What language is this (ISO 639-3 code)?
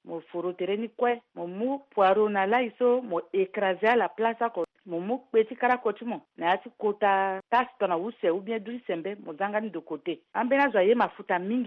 sag